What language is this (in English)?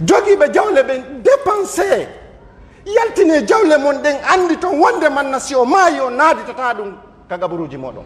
Pular